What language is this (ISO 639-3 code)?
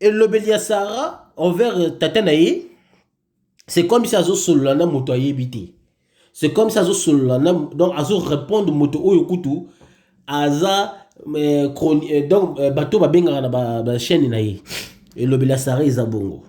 lin